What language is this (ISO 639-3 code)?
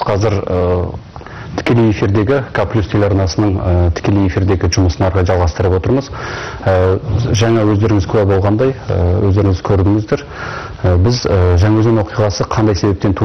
kaz